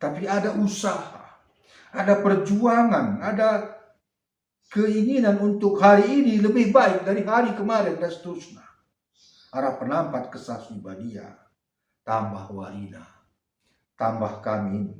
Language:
Batak Karo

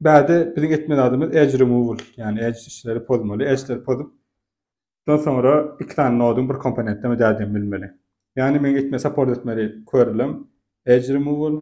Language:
Turkmen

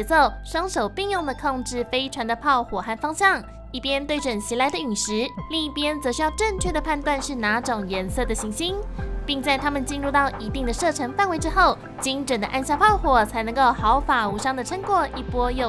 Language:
Chinese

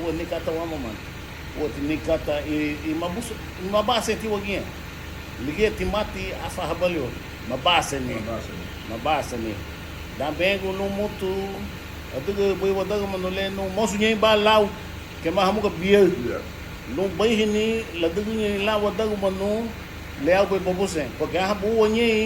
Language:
Garifuna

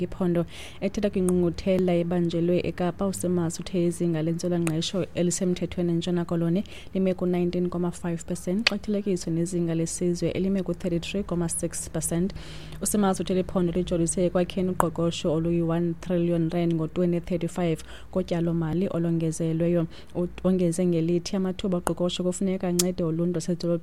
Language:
Xhosa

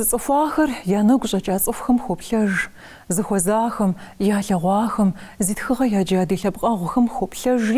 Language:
Kabardian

